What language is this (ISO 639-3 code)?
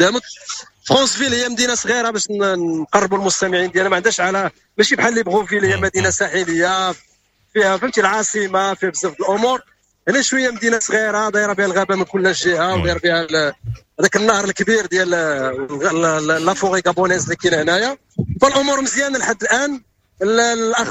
ary